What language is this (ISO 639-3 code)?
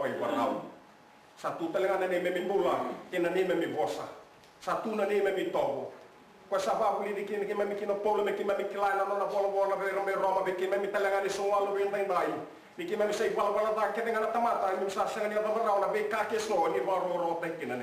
fij